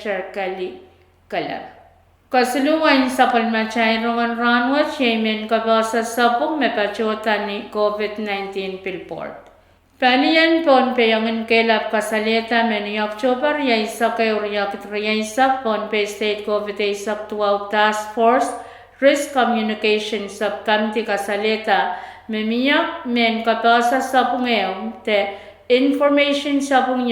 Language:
Pohnpeian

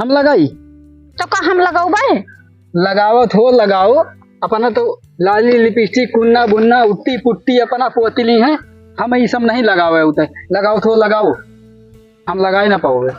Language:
Awadhi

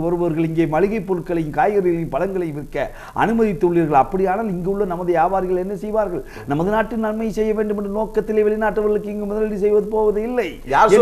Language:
Tamil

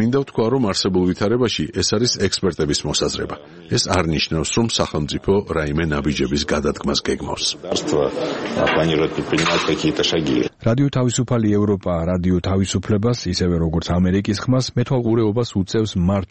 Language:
Georgian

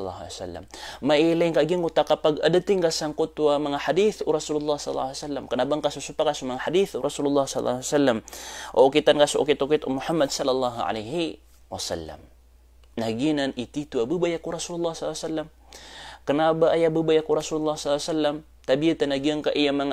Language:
Maranao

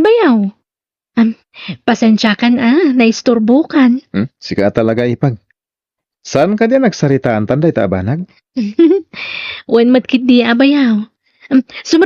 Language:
Iloko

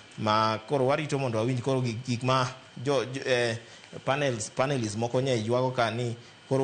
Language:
Luo (Kenya and Tanzania)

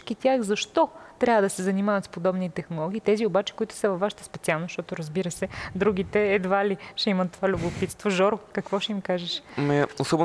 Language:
Bulgarian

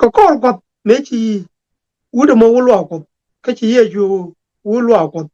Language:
Nuer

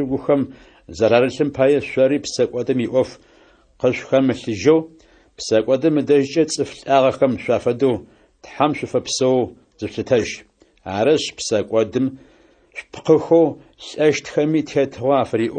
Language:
Adyghe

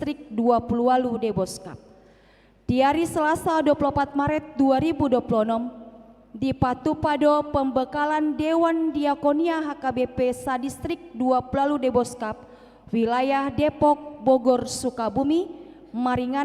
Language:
Batak Toba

